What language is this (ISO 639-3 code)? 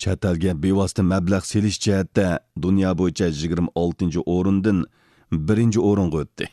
uig